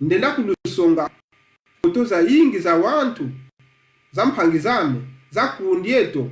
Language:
Kongo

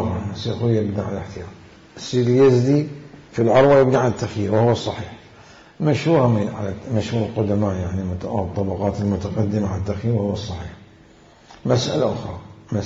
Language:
Mesopotamian Arabic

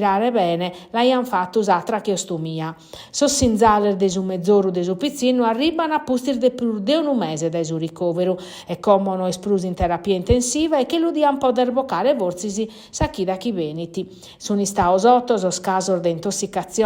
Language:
Sardinian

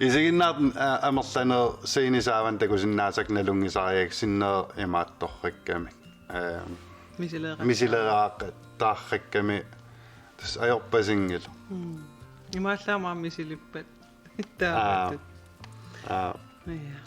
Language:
Kalaallisut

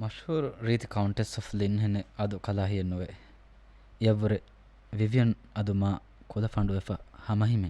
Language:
Divehi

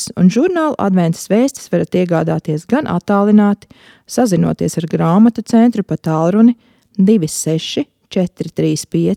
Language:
Latvian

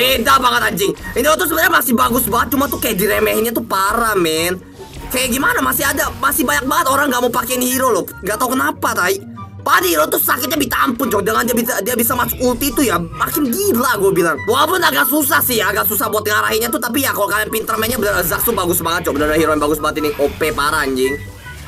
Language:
Indonesian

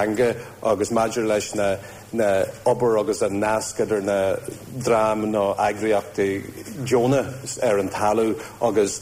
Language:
Irish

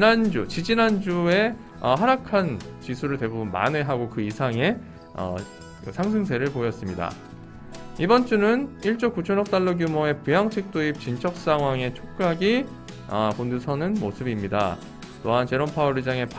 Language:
Korean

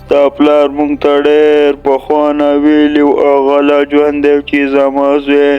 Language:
Pashto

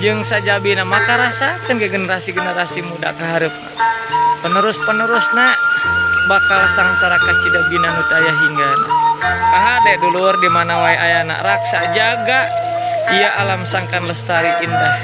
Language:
Sundanese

